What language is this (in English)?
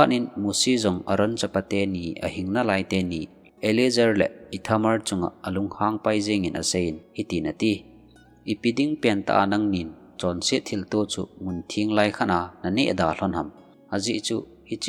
Thado Chin